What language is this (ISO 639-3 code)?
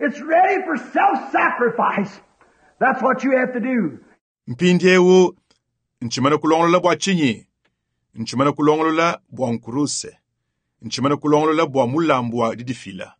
lua